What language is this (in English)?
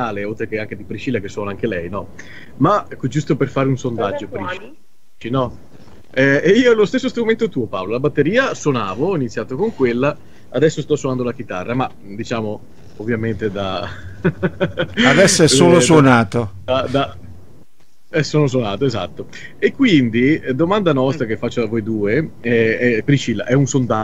Italian